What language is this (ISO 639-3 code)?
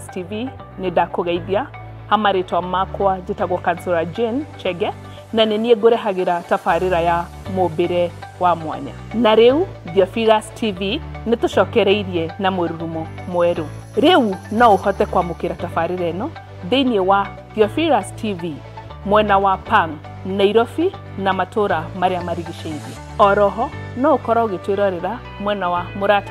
kik